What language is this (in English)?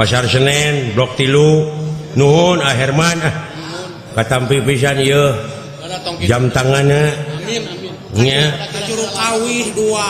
Sundanese